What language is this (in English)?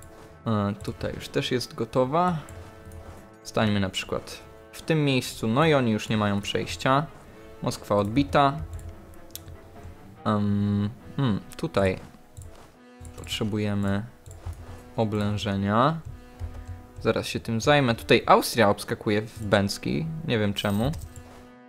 Polish